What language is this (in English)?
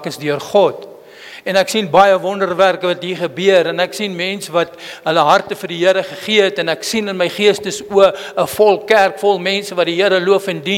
Afrikaans